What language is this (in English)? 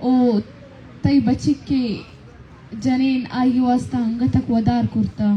Baluchi